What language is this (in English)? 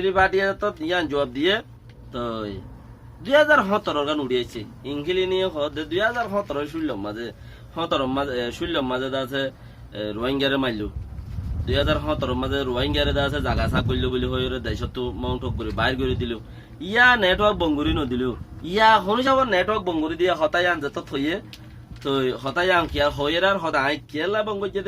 Rohingya